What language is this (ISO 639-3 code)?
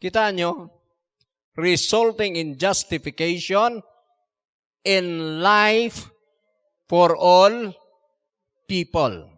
ilo